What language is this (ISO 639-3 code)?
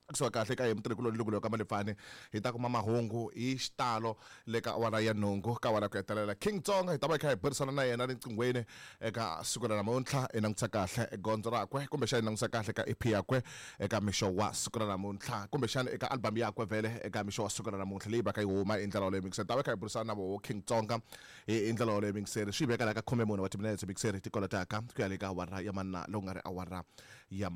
tso